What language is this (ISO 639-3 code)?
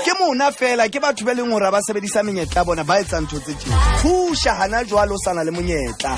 sot